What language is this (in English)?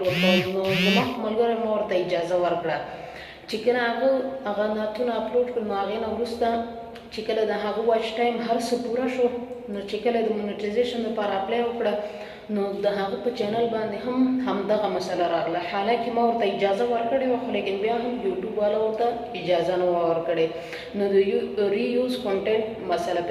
Pashto